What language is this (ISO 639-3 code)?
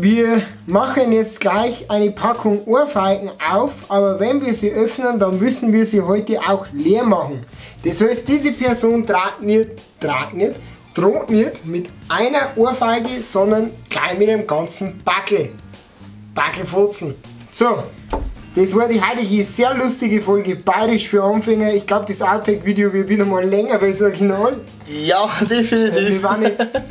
bar